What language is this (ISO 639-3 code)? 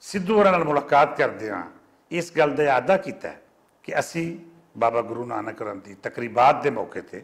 lah